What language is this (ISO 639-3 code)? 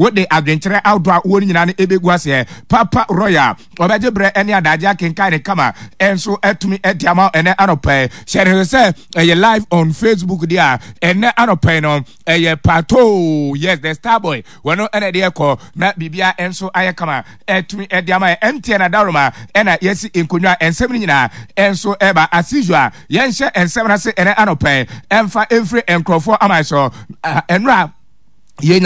aka